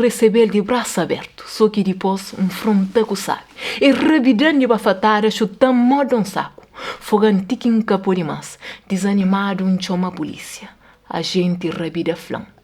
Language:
Kabuverdianu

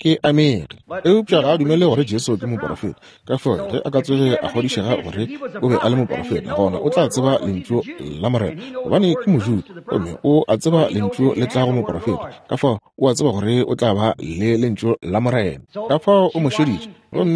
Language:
Northern Sotho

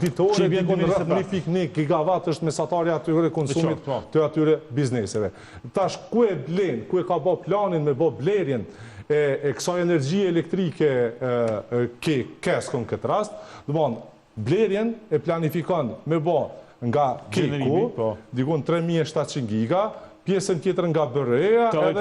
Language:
Albanian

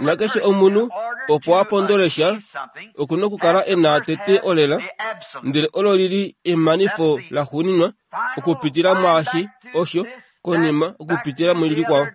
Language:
Kuanyama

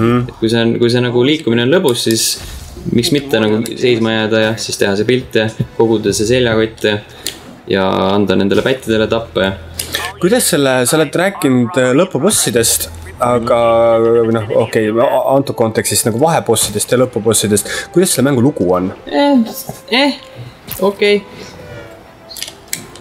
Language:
Estonian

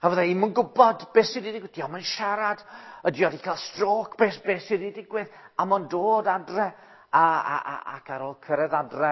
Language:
Welsh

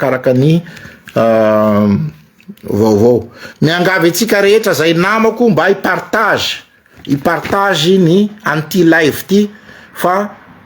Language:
Malagasy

